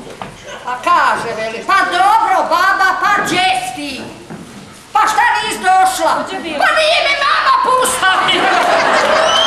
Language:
Croatian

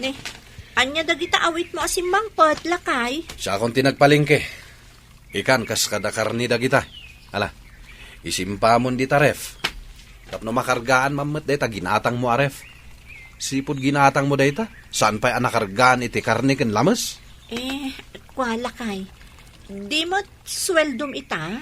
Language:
Iloko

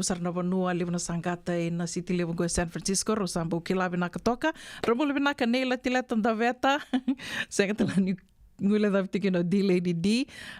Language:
Fijian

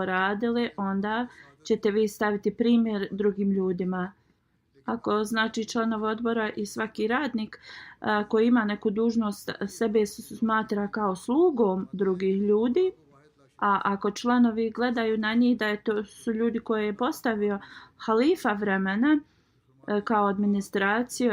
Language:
Bosnian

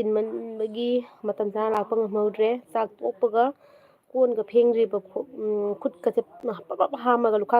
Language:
Manipuri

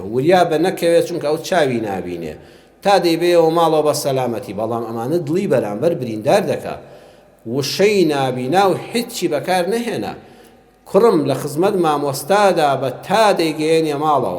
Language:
Central Kurdish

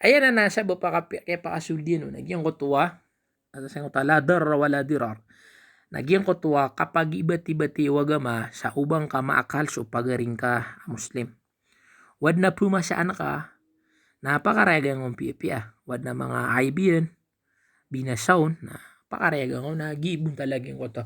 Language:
Maranao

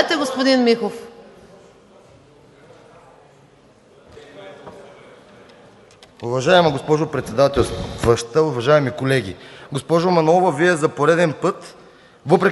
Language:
Bulgarian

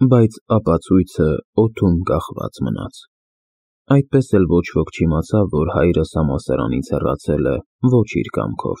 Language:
Armenian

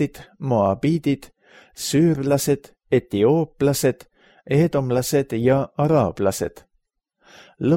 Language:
Estonian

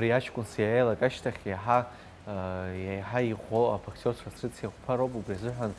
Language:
Abkhazian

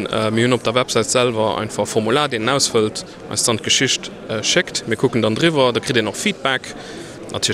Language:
Luxembourgish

